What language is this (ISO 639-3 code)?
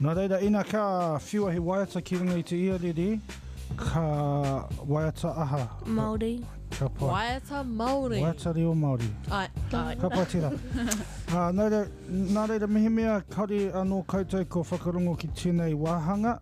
mri